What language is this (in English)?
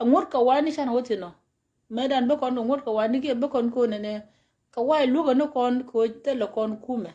Nuer